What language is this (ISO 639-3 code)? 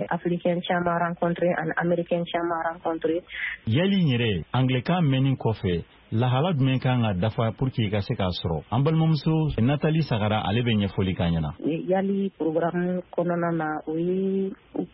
bam